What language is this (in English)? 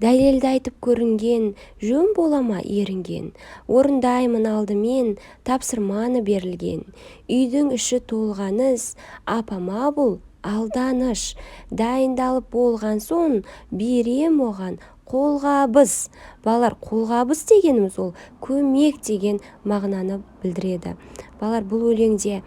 Kazakh